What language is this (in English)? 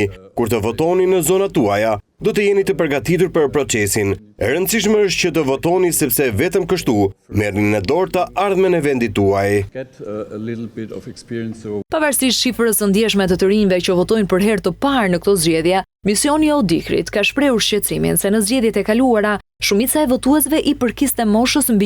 Albanian